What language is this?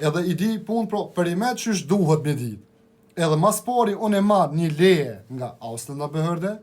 Albanian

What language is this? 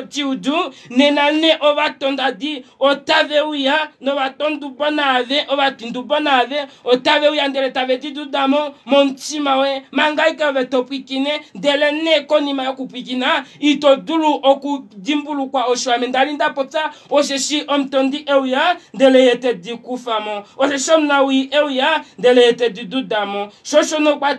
Kuanyama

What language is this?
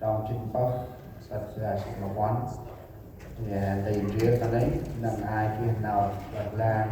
Central Mnong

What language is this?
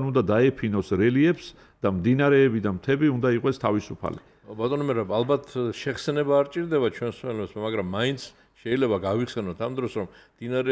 Georgian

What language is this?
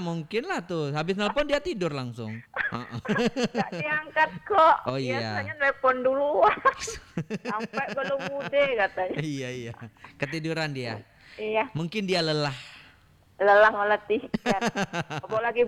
Indonesian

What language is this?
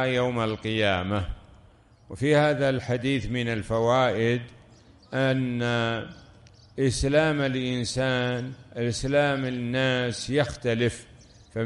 Arabic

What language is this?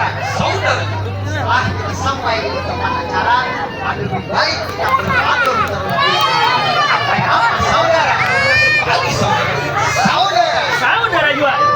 Banjar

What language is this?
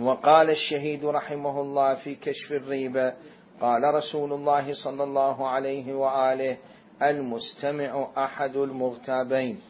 Mesopotamian Arabic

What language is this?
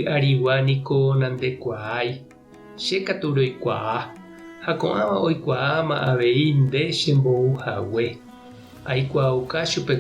Guarani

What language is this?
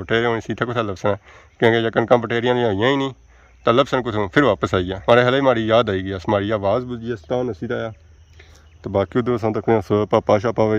Pahari-Potwari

